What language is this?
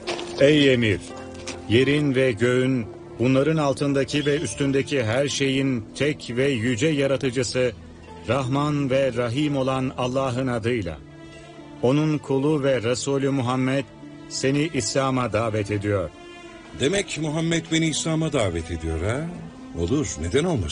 Turkish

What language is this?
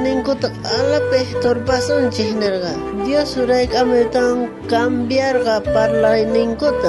South Bolivian Quechua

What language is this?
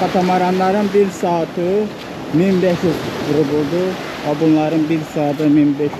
Azerbaijani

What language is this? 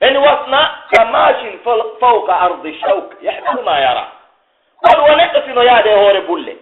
Pular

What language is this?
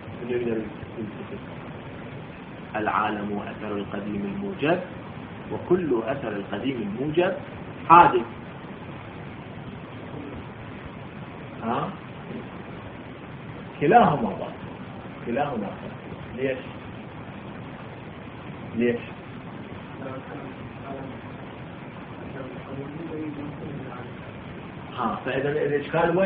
Arabic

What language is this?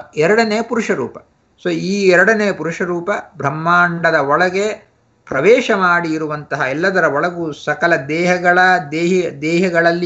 Kannada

